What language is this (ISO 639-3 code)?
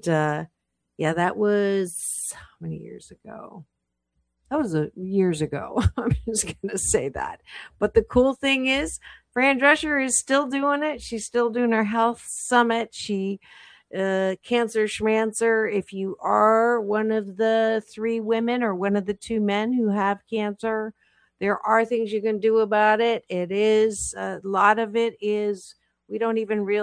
eng